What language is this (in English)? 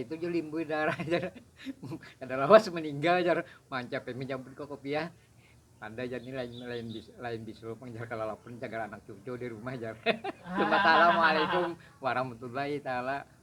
Banjar